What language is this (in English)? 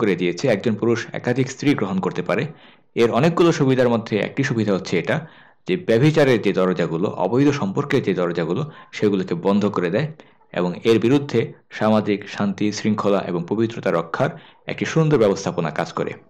Bangla